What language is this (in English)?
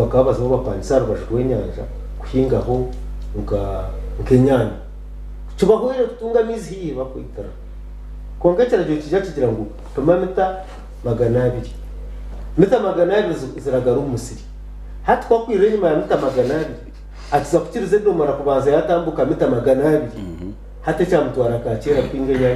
Nyankole